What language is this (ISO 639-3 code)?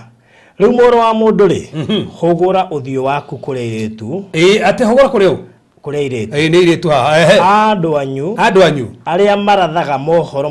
kik